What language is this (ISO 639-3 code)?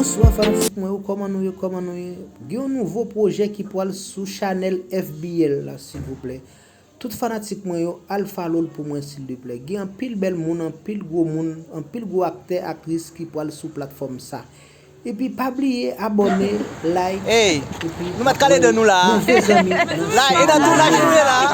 hat